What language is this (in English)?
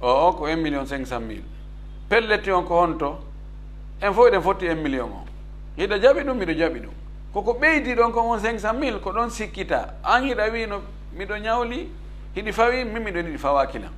Fula